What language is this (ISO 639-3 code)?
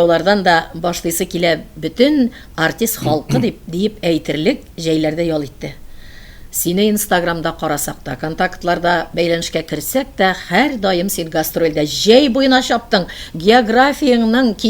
tat